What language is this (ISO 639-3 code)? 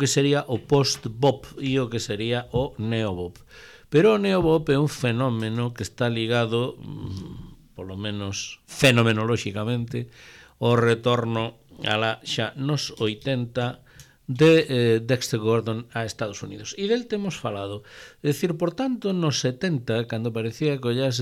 glg